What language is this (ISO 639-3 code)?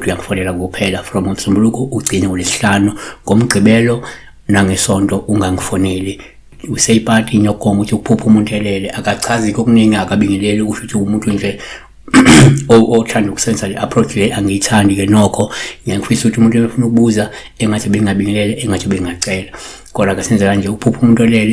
zul